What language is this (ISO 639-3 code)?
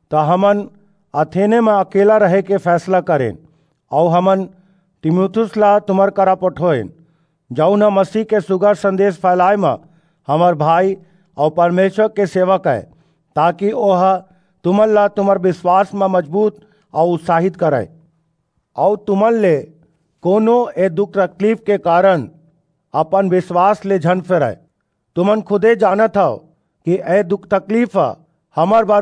hne